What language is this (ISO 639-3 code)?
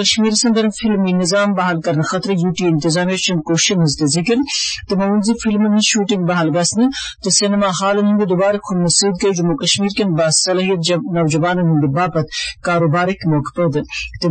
kas